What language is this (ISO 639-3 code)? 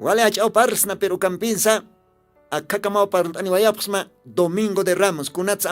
aym